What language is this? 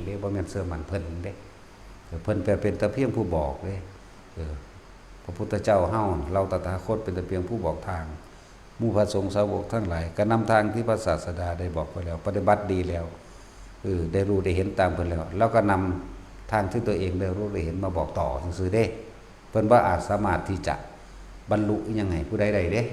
Northeastern Thai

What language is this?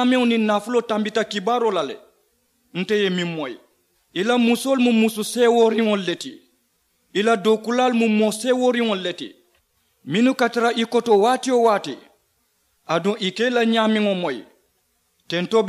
Mandingo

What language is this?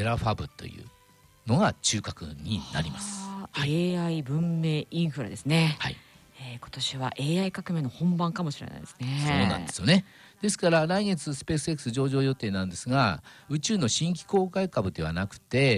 Japanese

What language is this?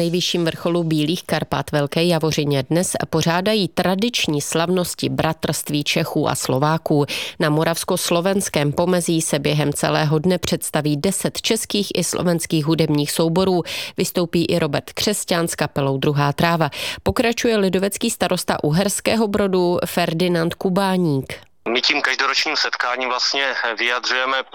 Czech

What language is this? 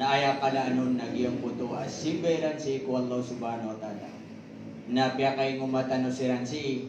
Maranao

